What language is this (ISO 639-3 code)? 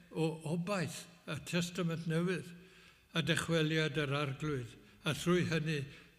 cym